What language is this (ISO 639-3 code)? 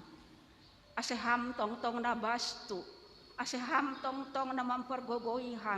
bts